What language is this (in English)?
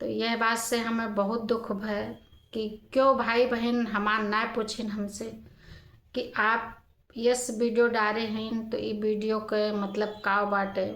Awadhi